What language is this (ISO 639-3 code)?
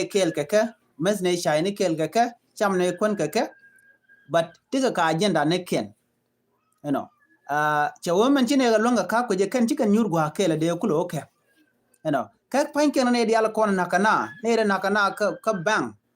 nus